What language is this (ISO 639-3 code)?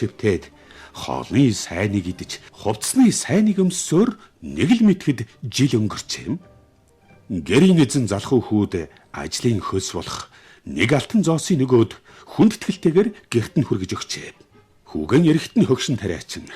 mon